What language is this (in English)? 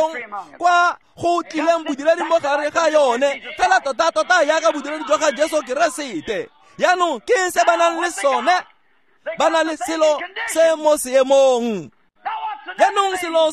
Tswana